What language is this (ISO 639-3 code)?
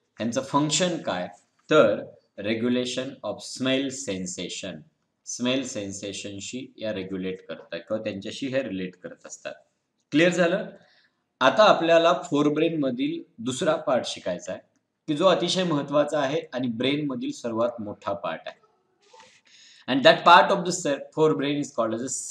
mar